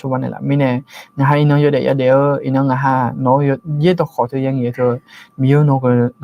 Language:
Akha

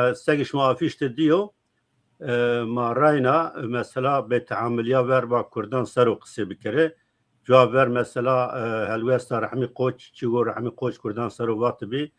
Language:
Zaza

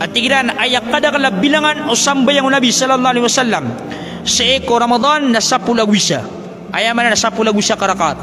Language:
Maranao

